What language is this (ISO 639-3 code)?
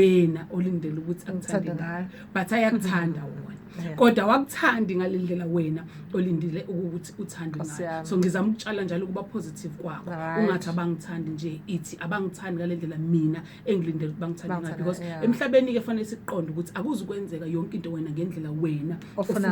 zul